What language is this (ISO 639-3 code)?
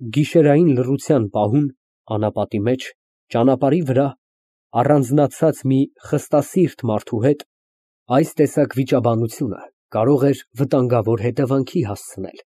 hye